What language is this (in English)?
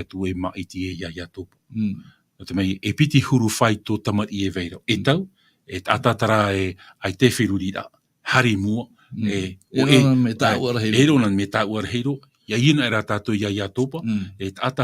Tahitian